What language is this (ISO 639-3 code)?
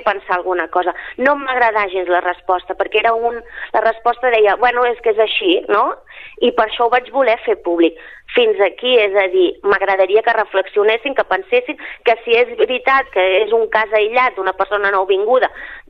cat